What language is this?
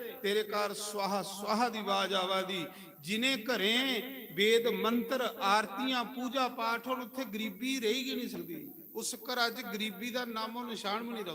Dogri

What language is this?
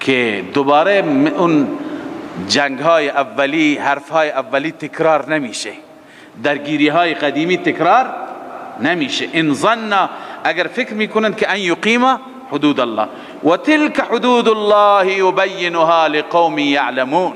Persian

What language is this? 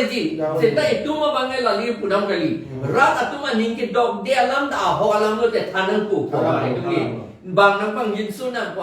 Karbi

